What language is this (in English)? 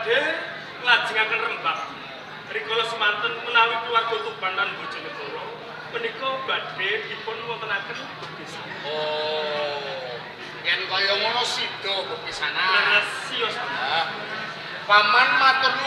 Javanese